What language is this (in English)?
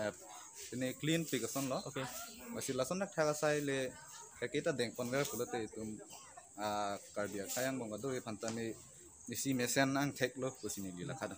Karbi